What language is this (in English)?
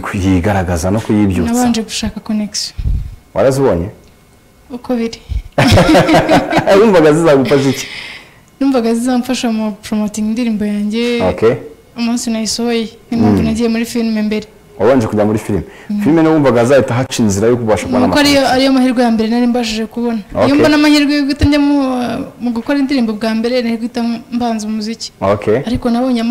Kinyarwanda